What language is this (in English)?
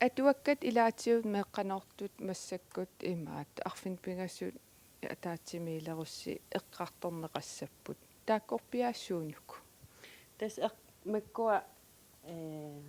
Kalaallisut